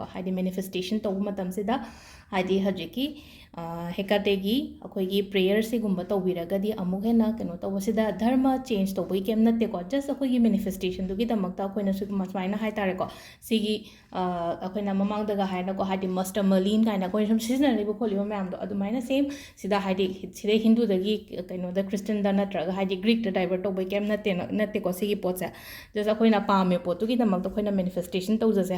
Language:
Manipuri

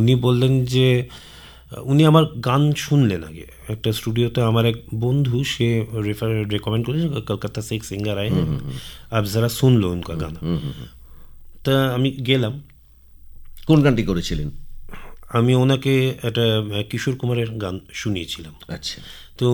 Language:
Bangla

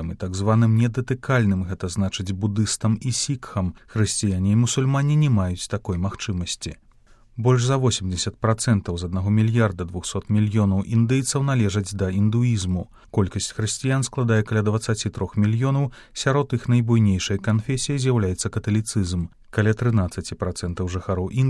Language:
Belarusian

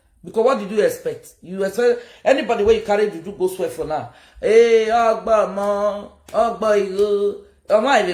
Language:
Nigerian Pidgin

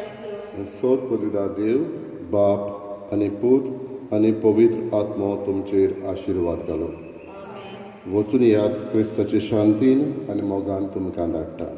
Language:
Konkani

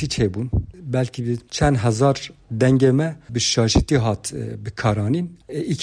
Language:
Kurdish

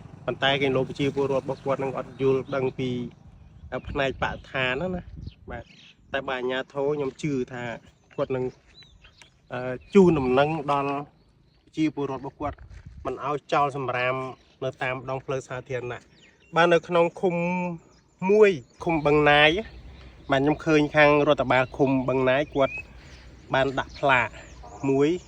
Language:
Khmer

